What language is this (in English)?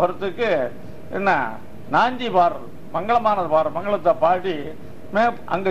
Tamil